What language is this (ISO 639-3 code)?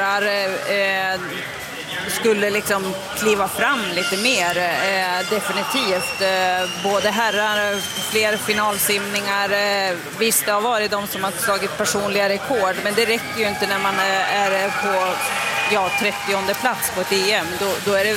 swe